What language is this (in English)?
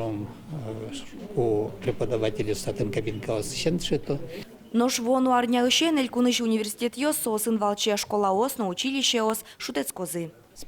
Udmurt